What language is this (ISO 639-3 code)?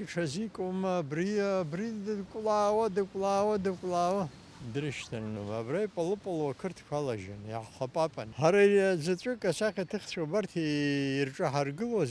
abk